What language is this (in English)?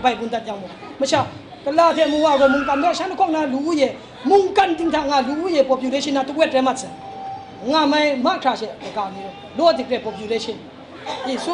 Kachin